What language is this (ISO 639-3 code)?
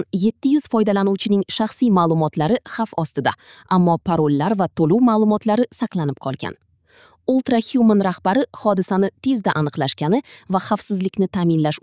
uzb